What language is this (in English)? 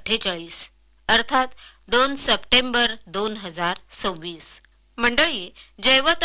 Marathi